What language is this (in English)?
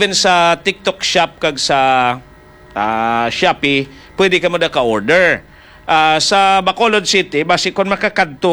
Hiligaynon